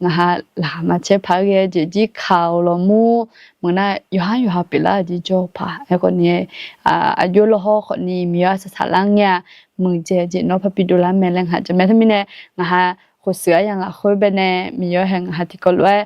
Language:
Akha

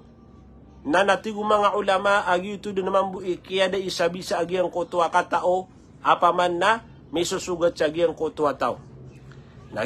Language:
Maranao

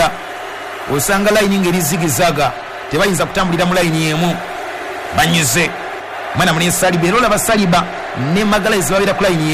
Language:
Ganda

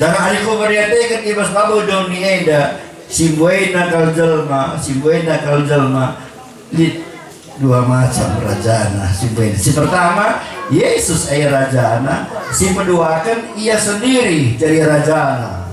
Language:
Batak Karo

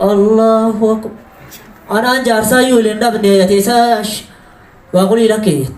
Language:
Oromo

